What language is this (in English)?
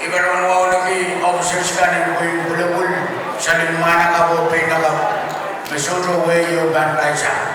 Pohnpeian